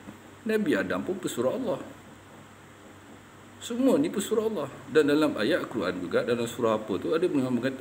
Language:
Malay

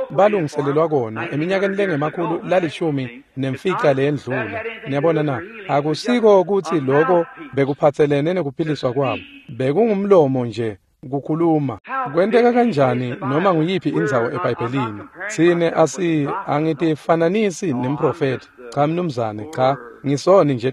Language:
Swati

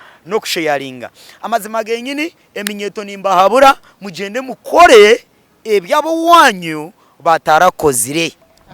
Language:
Nyankole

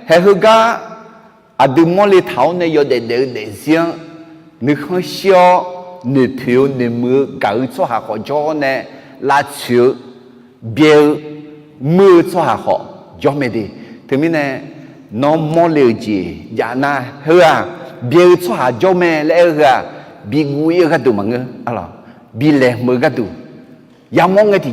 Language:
Akha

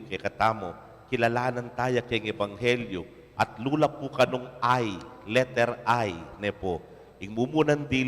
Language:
Pampanga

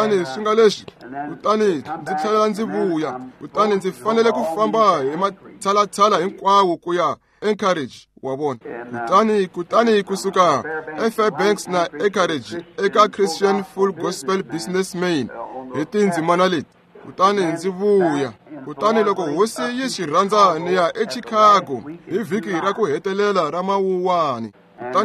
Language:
Tsonga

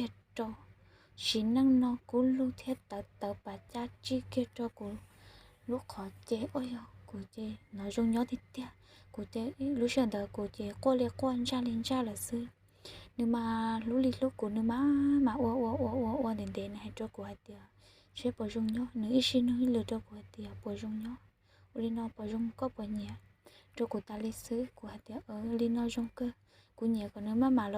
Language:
Hmong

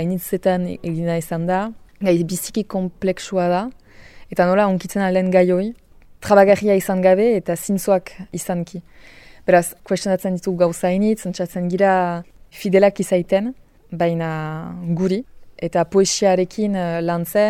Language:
Basque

